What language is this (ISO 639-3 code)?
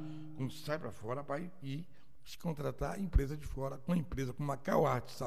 por